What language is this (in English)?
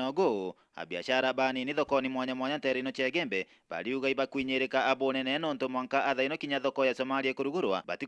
Meru